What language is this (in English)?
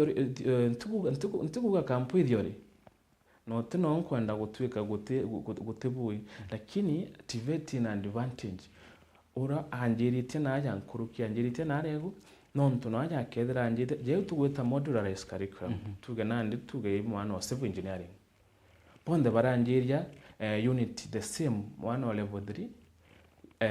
Meru